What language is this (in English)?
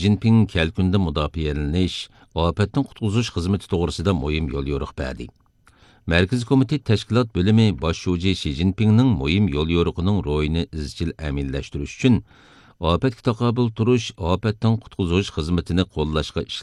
Uyghur